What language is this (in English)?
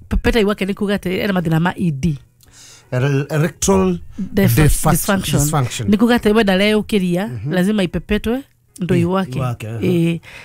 Kikuyu